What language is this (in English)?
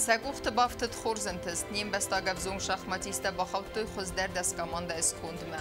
Ossetic